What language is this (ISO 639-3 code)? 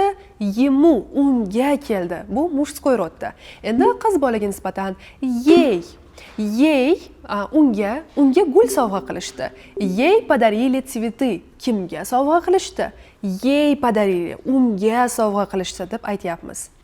uzb